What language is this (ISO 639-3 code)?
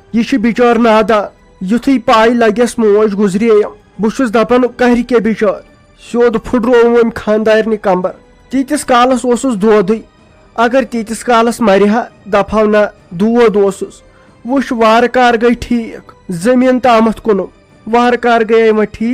kas